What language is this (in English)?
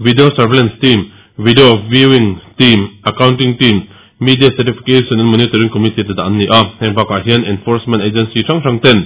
Mizo